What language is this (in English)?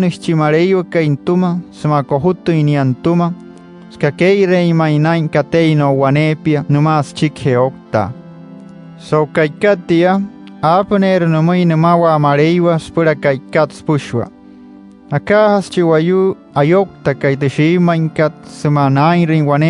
Wayuu